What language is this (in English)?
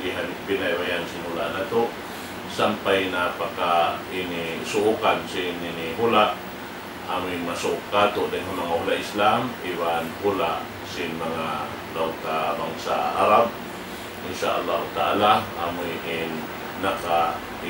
Tausug